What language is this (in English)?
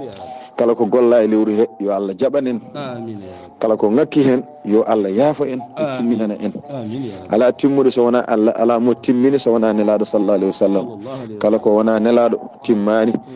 Fula